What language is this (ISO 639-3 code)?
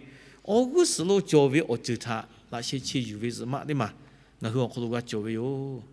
lhu